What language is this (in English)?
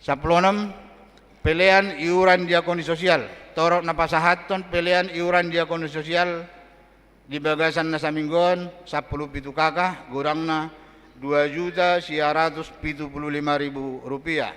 Batak Toba